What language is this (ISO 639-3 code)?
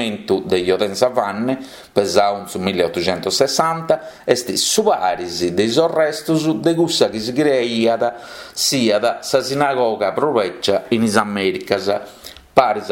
srd